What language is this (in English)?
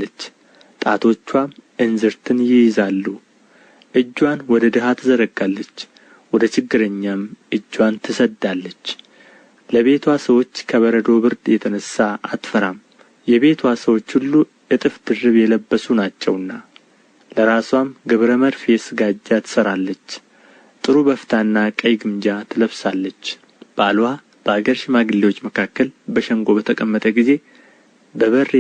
Amharic